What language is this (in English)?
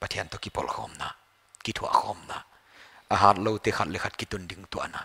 Paite Chin